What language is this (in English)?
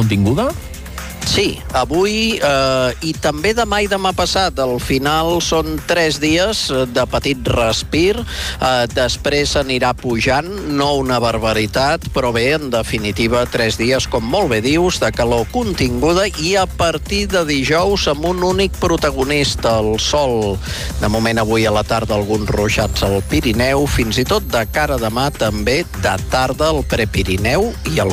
Catalan